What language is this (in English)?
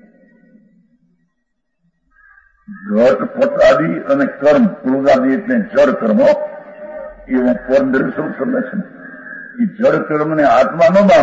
Gujarati